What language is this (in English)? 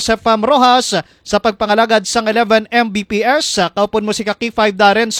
Hiligaynon